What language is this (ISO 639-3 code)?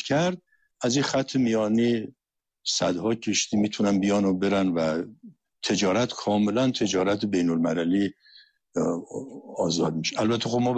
fas